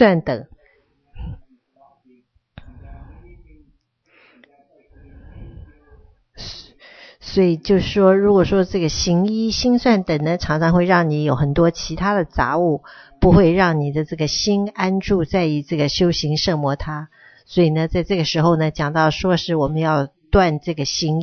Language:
Chinese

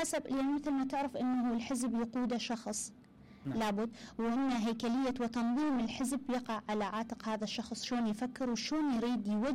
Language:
Mesopotamian Arabic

